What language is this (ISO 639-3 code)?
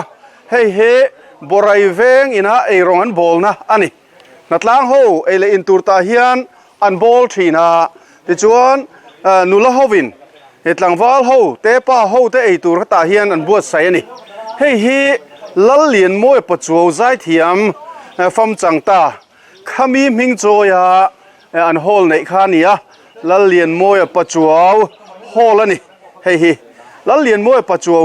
lus